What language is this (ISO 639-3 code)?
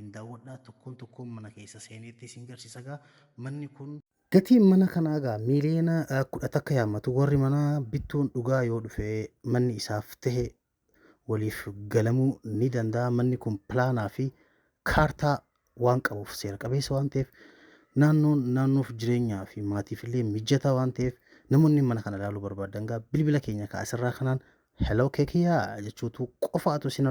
orm